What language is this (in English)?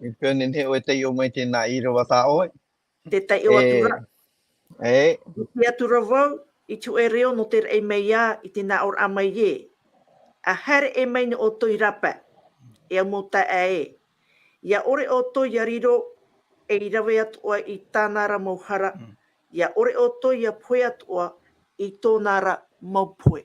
Tahitian